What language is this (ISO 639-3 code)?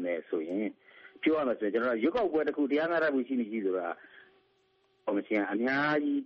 mya